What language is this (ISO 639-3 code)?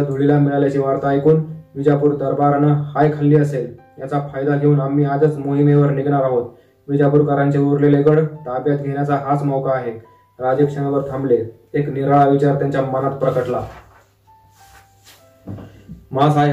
mar